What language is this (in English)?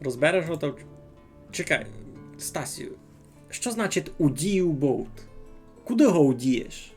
Rusyn